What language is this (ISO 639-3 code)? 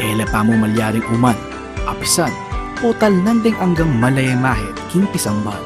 pam